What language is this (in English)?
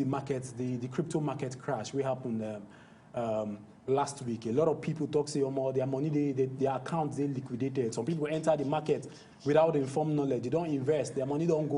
Nigerian Pidgin